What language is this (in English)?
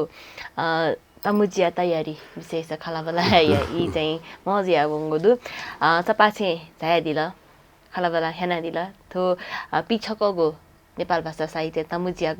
Newari